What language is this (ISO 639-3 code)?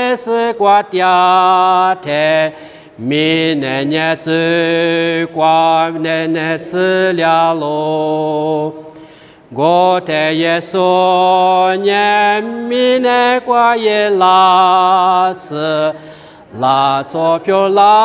lis